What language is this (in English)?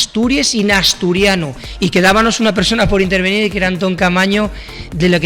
Asturian